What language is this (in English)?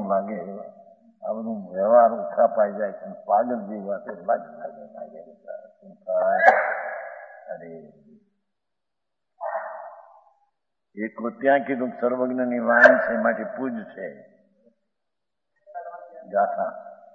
Gujarati